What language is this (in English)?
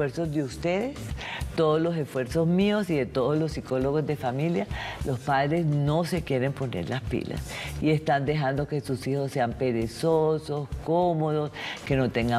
Spanish